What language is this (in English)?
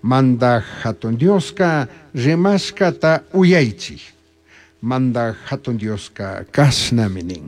Chimborazo Highland Quichua